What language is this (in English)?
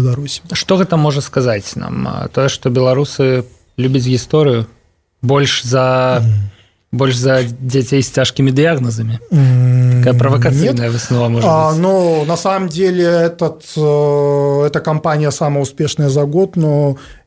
Belarusian